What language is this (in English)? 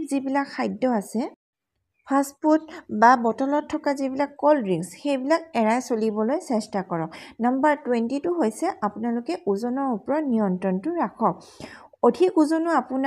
Assamese